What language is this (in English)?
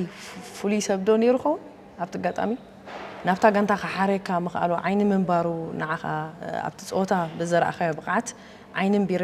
Tigrinya